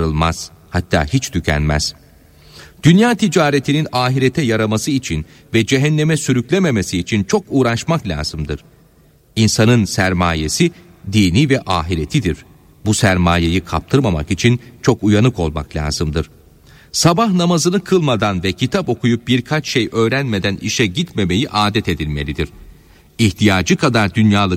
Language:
Turkish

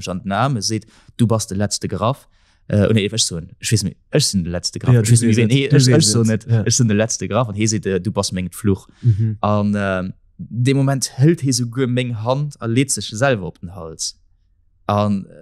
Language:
Luxembourgish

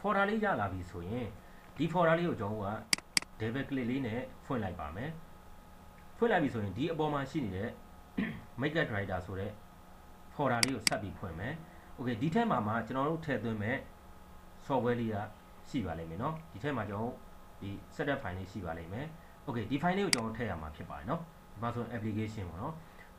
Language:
Burmese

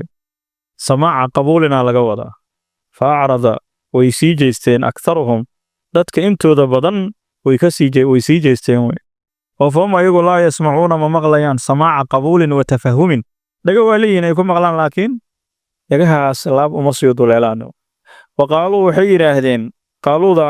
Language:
Somali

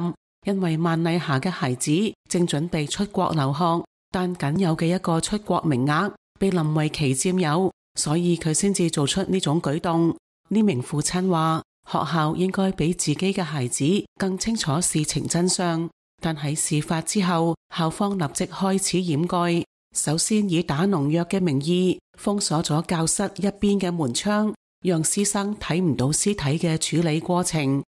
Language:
Cantonese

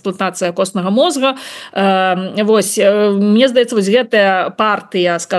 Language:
Belarusian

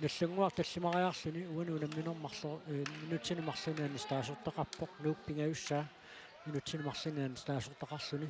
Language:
Kalaallisut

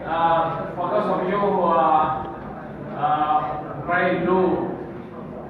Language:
English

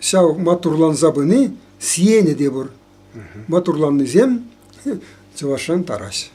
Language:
Chuvash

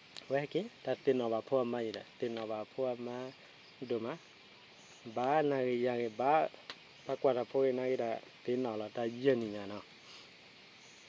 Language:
S'gaw Karen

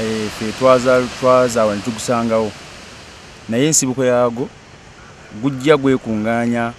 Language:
Ganda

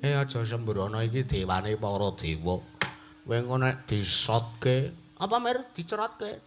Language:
Javanese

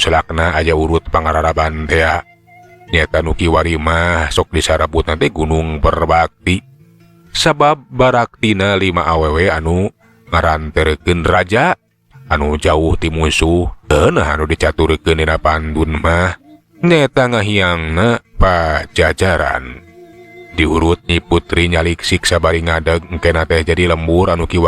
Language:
Sundanese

